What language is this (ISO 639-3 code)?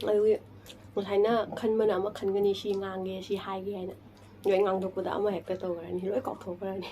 mni